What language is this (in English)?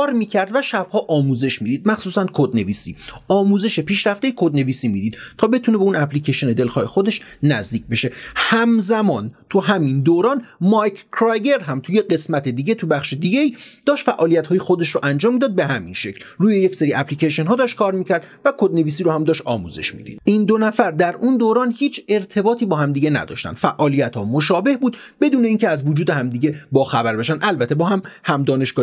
Persian